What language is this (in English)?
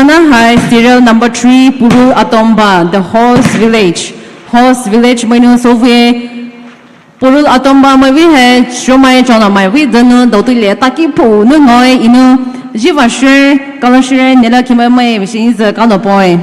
Poumei Naga